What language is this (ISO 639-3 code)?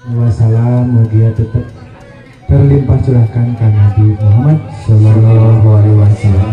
sun